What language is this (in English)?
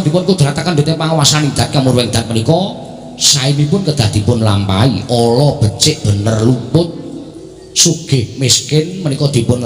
Javanese